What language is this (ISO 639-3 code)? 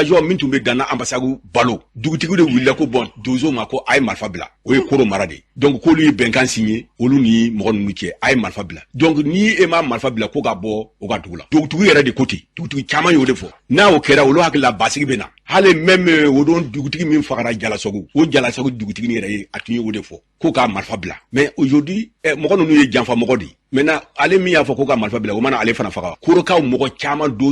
bam